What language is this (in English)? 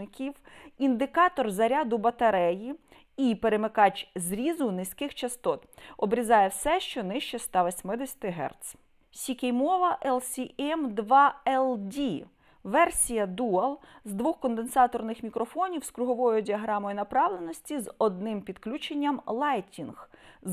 Ukrainian